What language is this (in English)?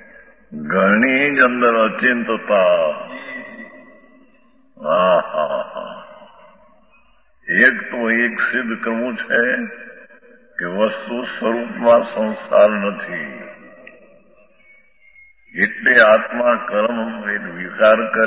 Gujarati